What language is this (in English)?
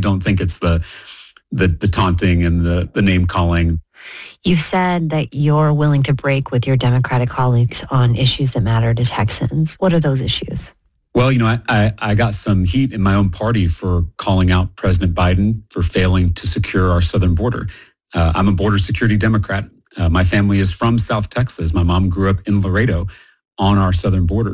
English